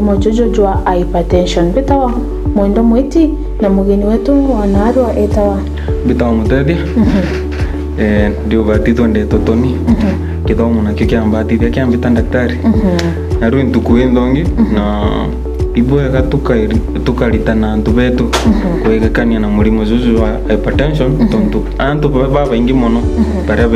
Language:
Meru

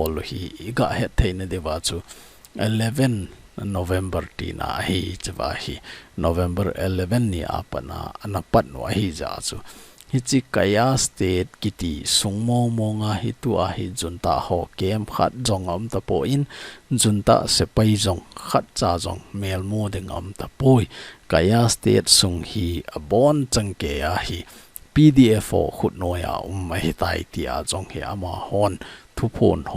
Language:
Thado Chin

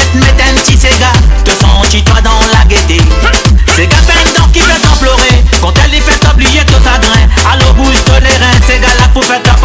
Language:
Morisyen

